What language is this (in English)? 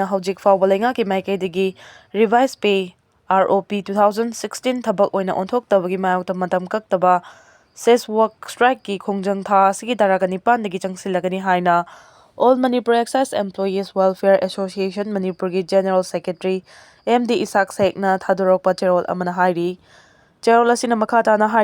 Manipuri